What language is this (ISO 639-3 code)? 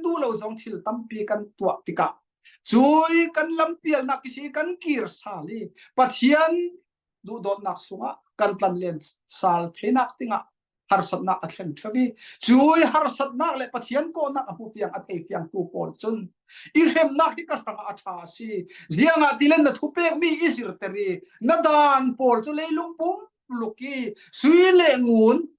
cfm